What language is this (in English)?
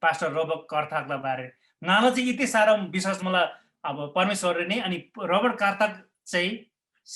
Eastern Tamang